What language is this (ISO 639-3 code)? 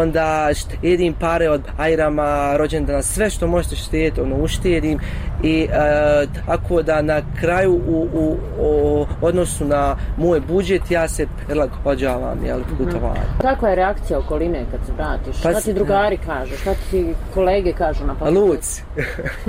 bos